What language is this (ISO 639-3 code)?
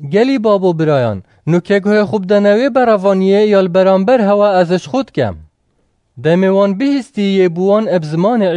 kur